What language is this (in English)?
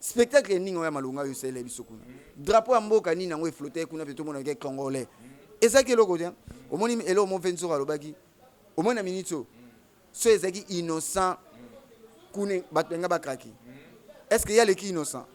Lingala